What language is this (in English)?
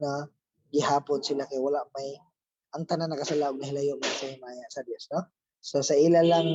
Cebuano